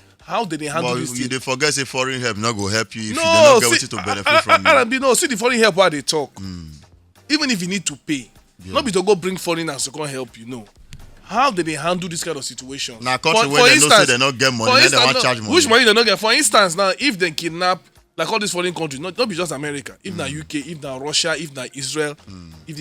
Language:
Nigerian Pidgin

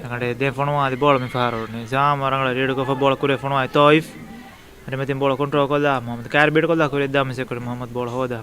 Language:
Divehi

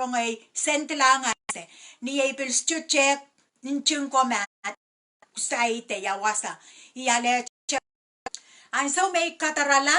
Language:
Pohnpeian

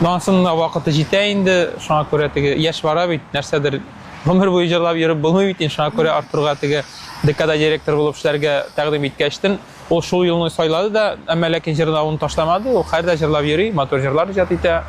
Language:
Tatar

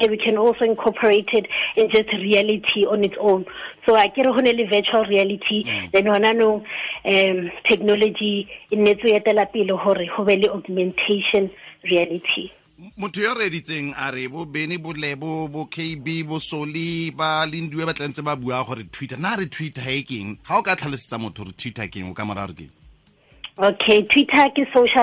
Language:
Tswana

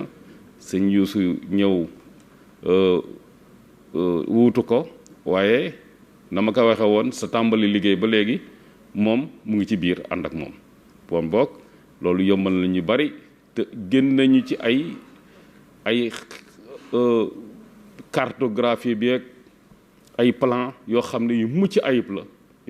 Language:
Wolof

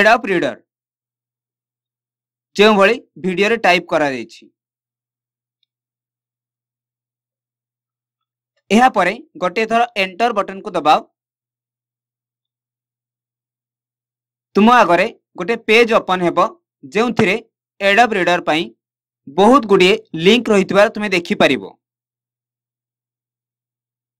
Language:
Odia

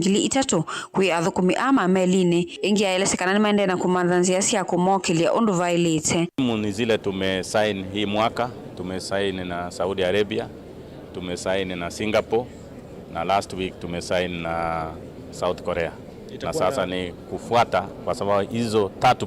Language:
Kamba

